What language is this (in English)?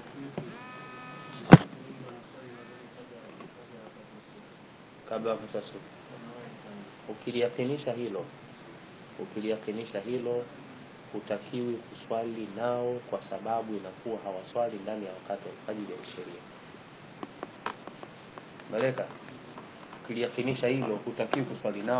Swahili